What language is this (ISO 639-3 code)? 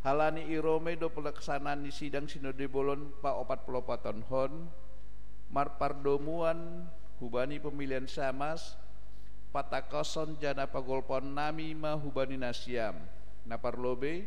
bts